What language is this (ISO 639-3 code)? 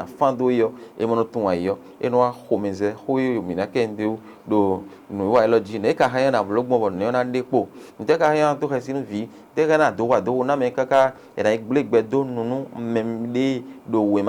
fon